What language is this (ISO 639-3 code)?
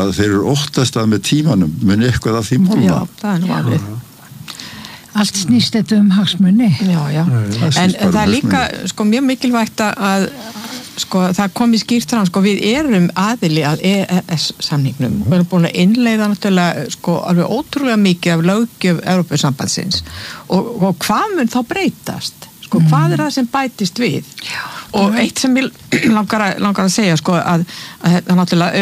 isl